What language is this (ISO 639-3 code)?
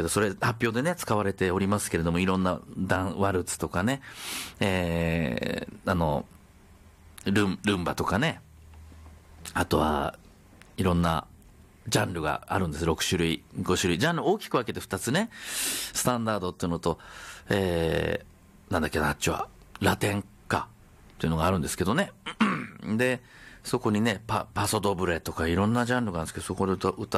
jpn